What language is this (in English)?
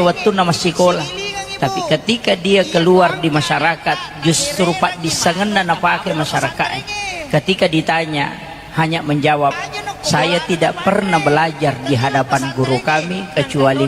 Buginese